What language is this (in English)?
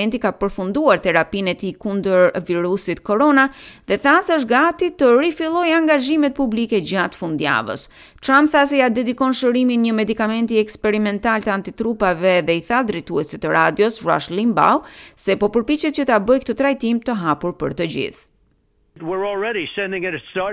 Albanian